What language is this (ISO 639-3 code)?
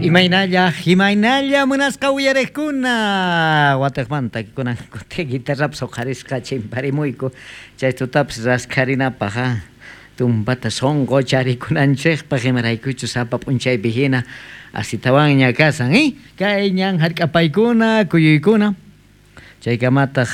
quh